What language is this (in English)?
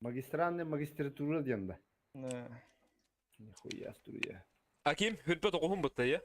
Yakut